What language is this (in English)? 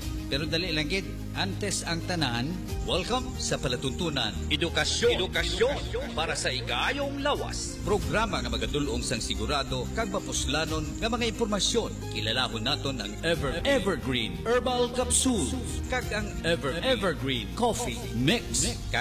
Hiligaynon